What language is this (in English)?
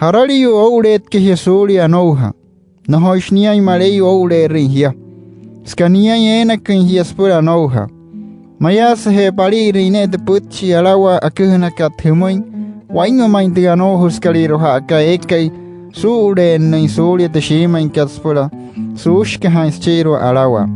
Wayuu